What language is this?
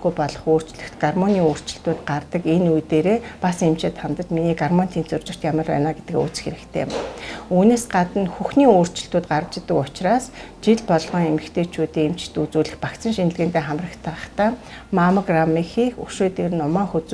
Mongolian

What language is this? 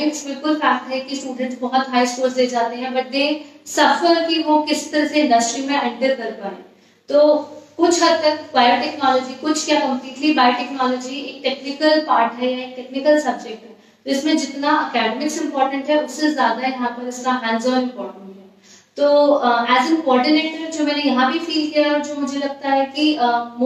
Hindi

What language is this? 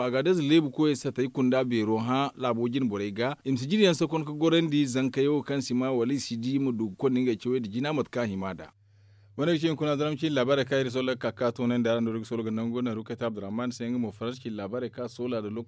Zarma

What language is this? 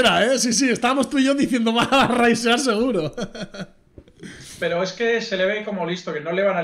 Spanish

